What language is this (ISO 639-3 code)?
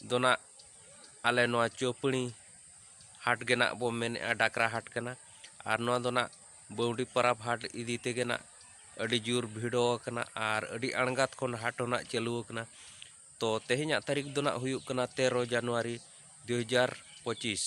sat